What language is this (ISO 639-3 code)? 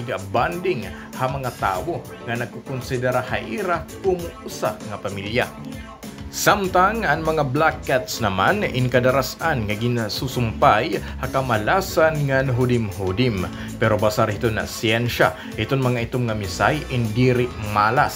war